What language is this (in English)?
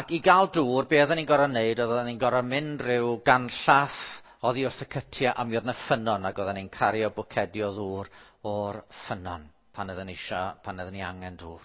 Welsh